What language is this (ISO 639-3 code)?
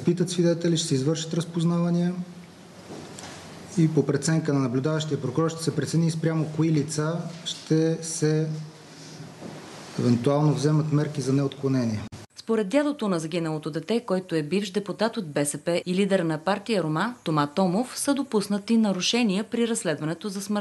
bul